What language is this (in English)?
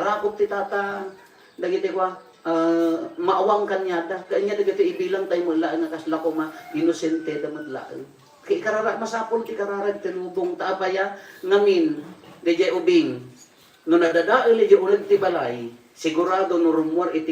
Iloko